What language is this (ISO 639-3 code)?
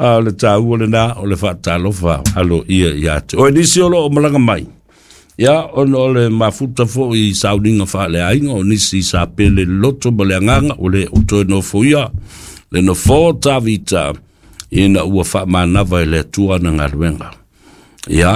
smo